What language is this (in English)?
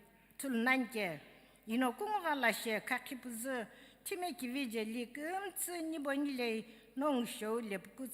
Sumi Naga